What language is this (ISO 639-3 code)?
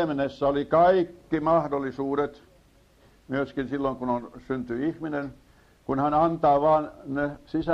fin